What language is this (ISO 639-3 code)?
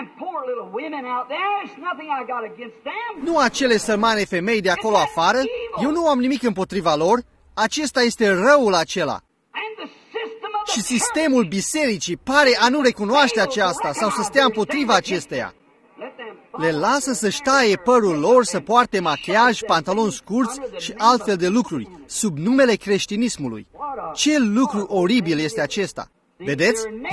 ron